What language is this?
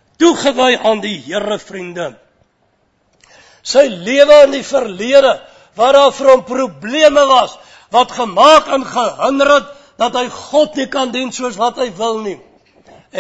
Afrikaans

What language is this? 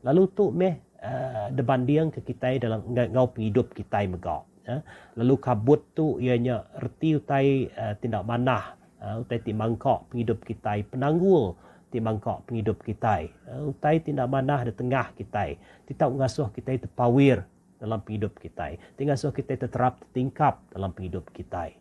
Iban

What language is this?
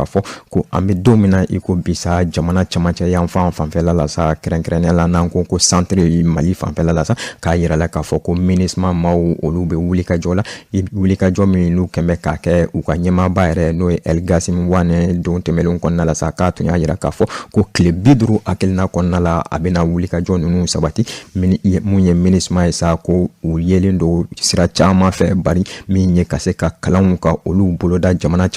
Bambara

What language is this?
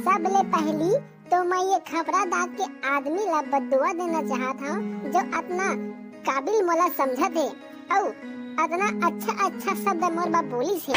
Chhattisgarhi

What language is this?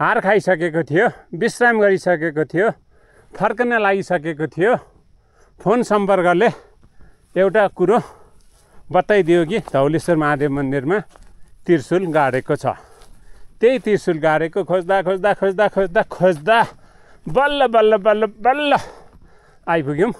Nepali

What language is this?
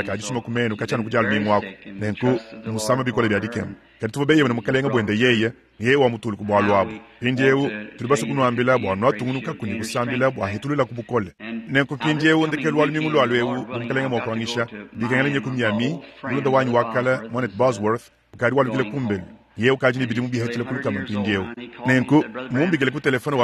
Luba-Lulua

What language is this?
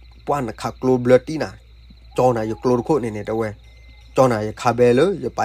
S'gaw Karen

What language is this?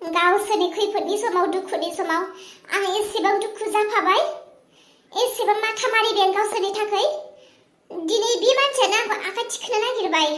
Bodo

